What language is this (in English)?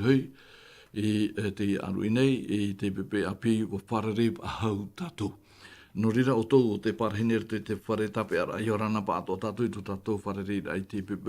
Tahitian